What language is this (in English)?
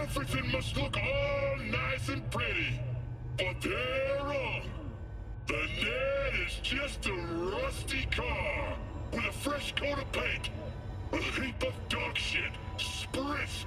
English